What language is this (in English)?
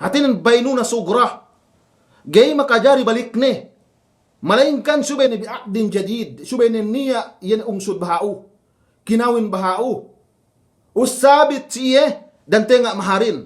Yakan